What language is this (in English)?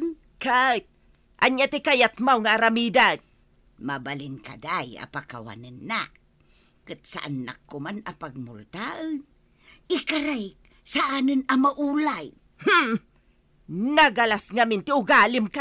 Iloko